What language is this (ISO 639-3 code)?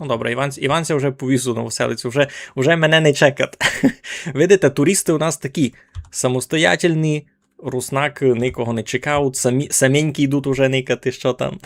rue